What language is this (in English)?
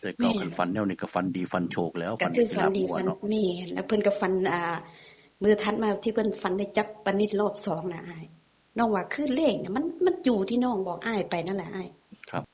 Northeastern Thai